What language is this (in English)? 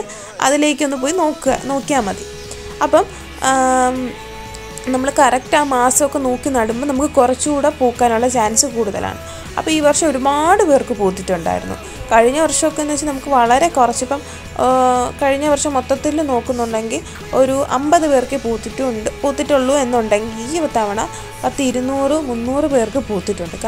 Malayalam